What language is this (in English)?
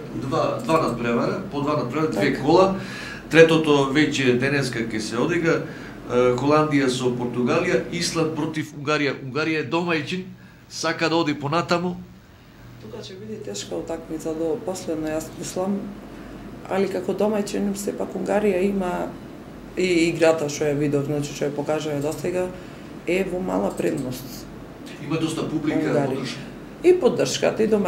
Macedonian